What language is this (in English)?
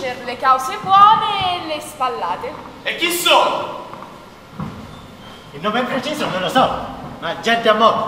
Italian